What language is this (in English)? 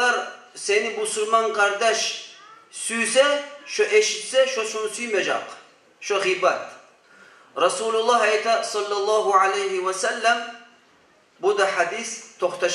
Kumyk